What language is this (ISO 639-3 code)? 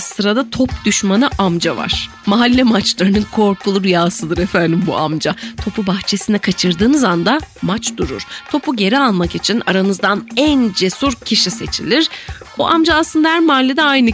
tur